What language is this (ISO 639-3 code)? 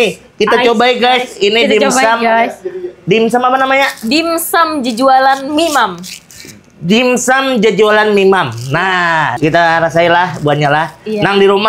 bjn